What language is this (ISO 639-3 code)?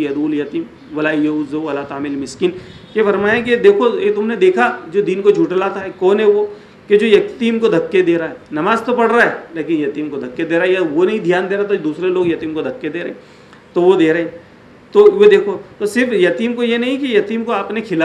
urd